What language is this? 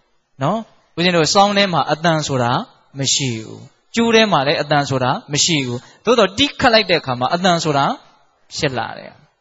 Burmese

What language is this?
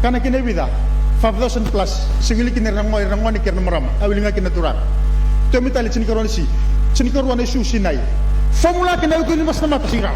Fijian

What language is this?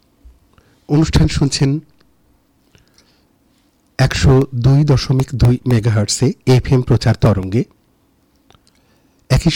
Bangla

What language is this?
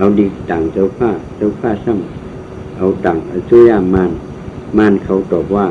Shan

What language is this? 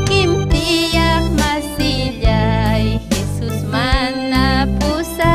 Ayacucho Quechua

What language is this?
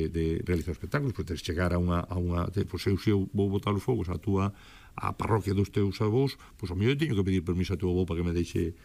Galician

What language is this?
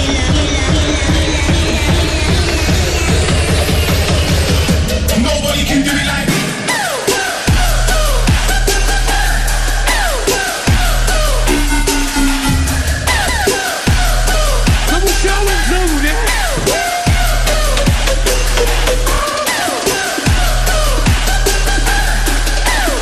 Polish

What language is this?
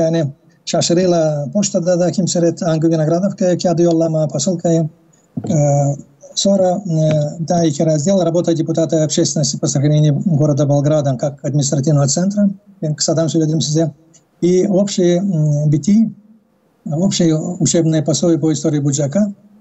Gagauz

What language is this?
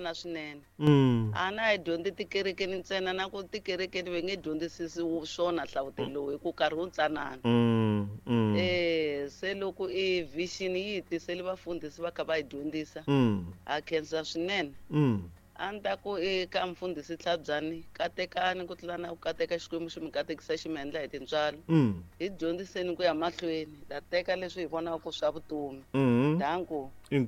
Tsonga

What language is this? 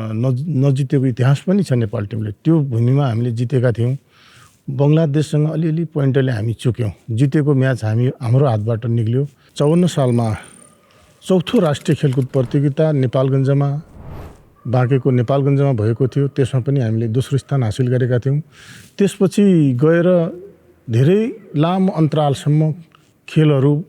Nepali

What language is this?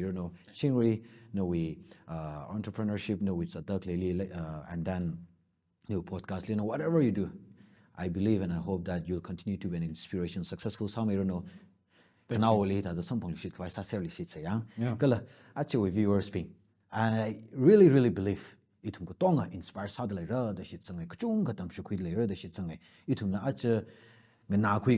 Tangkhul Naga (India)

